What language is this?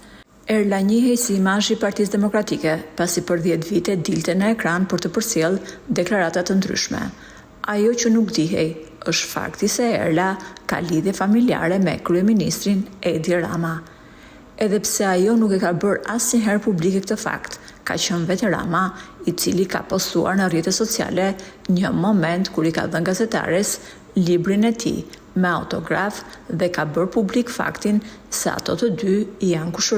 Albanian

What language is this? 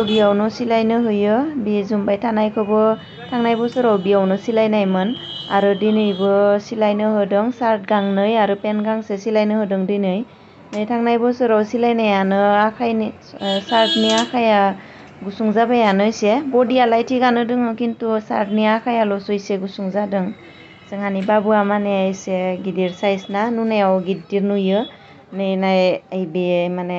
Bodo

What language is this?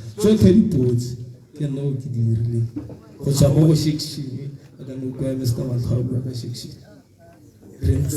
Tswana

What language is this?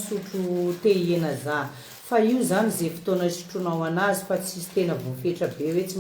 Malagasy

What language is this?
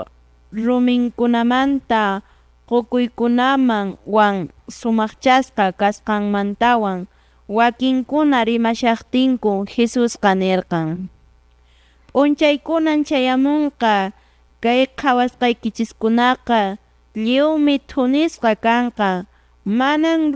Quechua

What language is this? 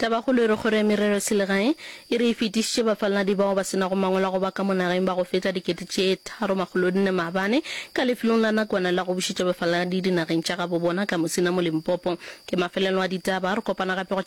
Northern Sotho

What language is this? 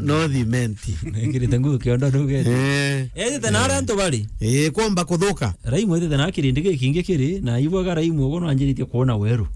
Meru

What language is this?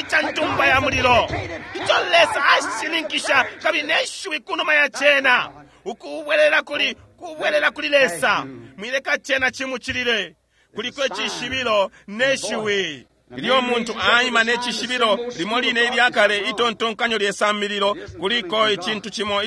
Bemba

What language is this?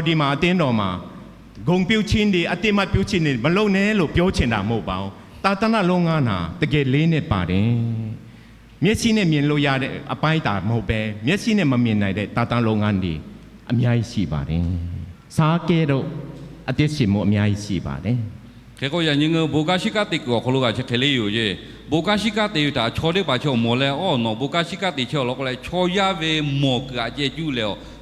Lahu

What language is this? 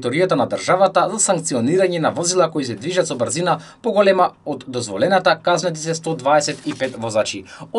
Macedonian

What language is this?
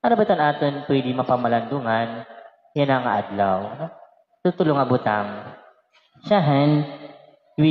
Waray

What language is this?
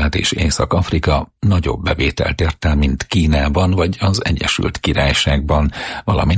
Hungarian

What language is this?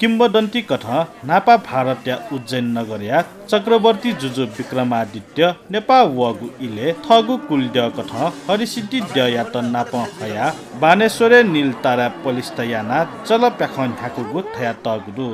Newari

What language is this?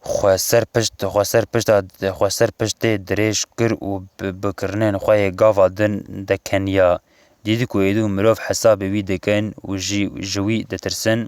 Kurdish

